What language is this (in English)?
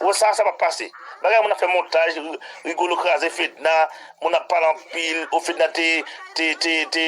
Haitian Creole